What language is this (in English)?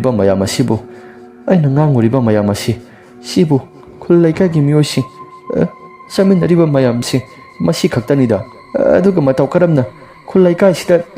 Manipuri